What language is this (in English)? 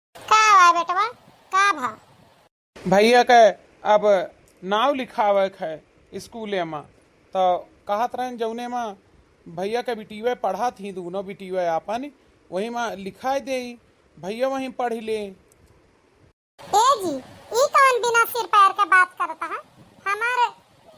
Awadhi